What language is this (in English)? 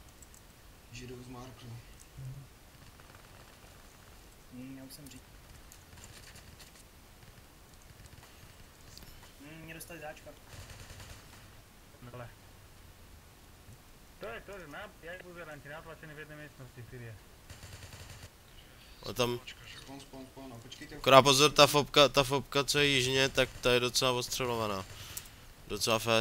Czech